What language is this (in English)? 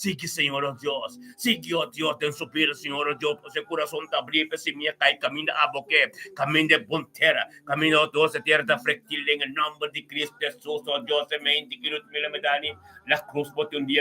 Papiamento